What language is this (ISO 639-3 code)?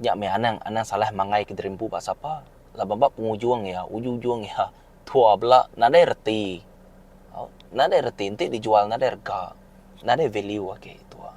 iba